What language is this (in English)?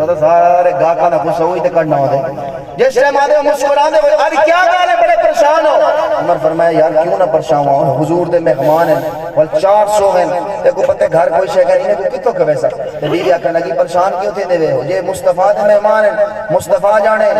Saraiki